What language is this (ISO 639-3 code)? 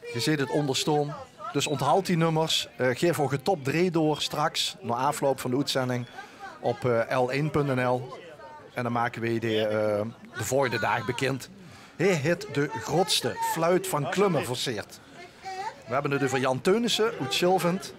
lim